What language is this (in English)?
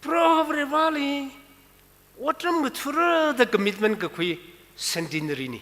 Tangkhul Naga (India)